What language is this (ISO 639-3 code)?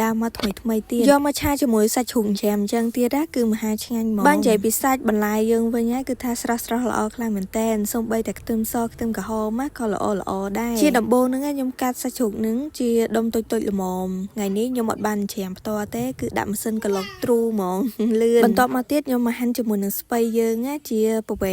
khm